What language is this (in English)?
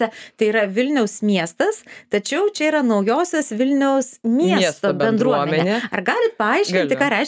Lithuanian